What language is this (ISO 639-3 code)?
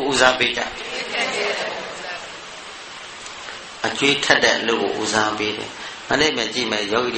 mya